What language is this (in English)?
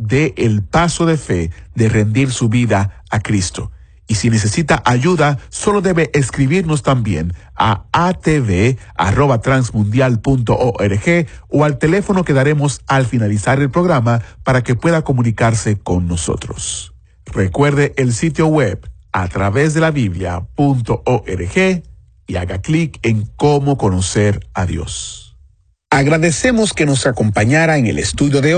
Spanish